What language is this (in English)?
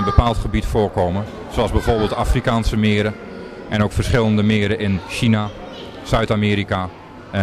Dutch